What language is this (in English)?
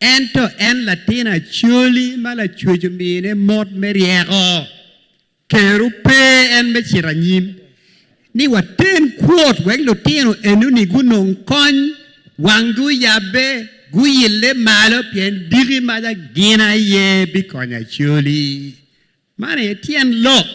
Acoli